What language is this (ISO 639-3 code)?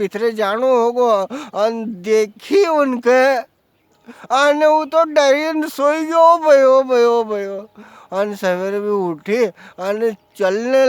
raj